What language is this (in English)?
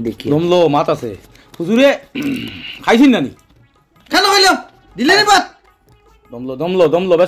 Sylheti